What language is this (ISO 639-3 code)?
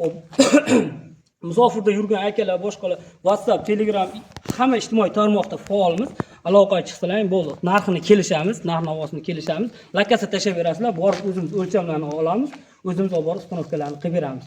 uzb